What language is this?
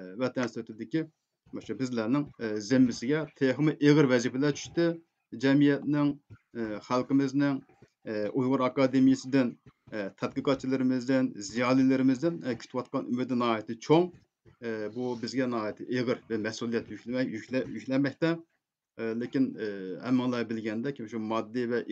Uyghur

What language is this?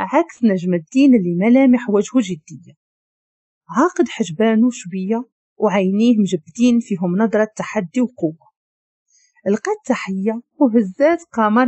Moroccan Arabic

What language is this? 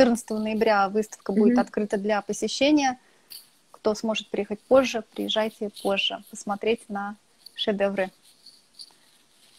Russian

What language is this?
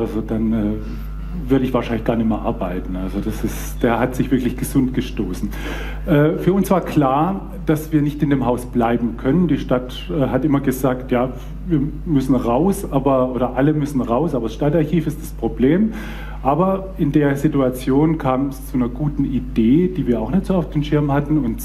German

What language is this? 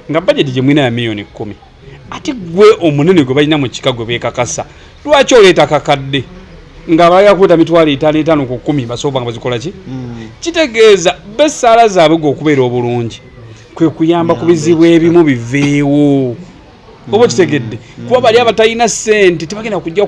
Ganda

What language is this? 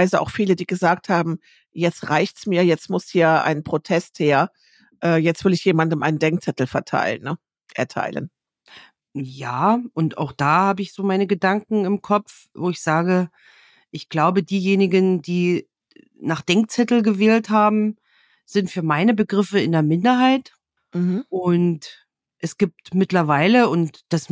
German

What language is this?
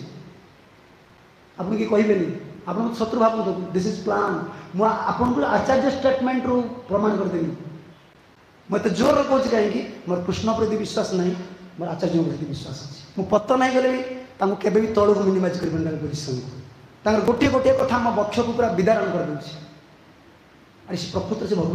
Odia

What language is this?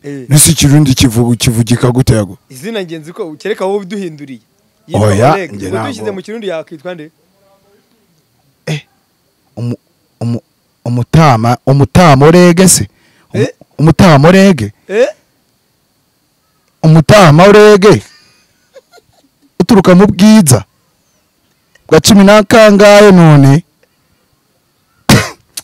Kinyarwanda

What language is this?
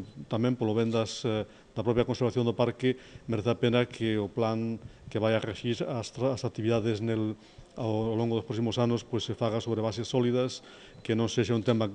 Galician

